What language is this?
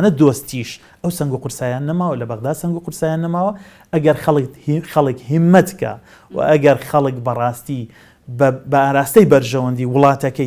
Central Kurdish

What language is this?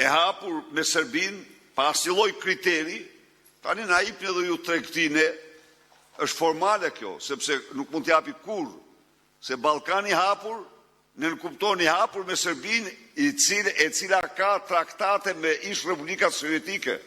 Albanian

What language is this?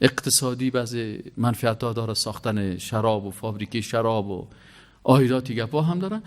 Persian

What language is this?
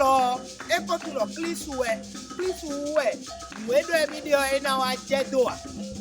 Fon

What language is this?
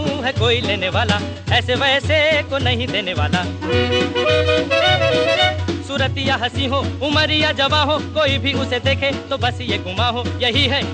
Hindi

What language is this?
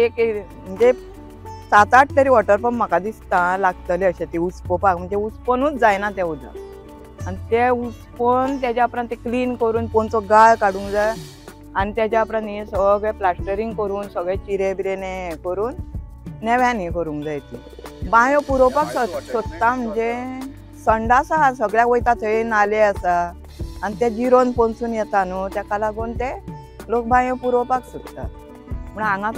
Konkani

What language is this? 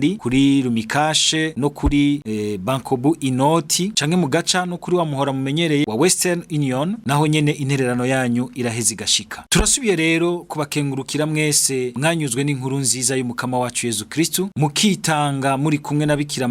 Rundi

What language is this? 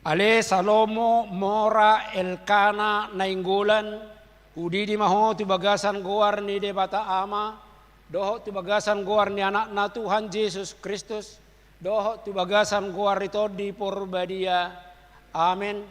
Batak Toba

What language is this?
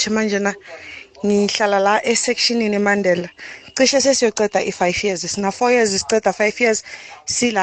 South Ndebele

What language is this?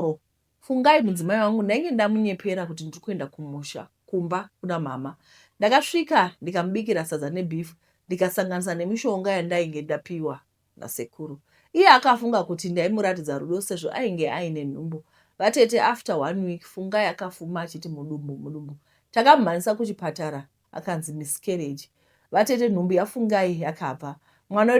Shona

